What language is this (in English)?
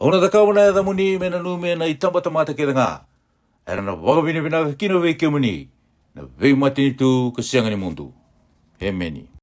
Fijian